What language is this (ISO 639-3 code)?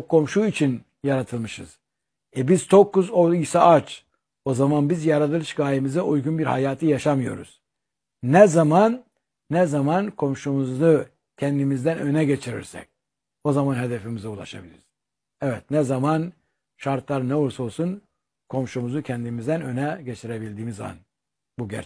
tur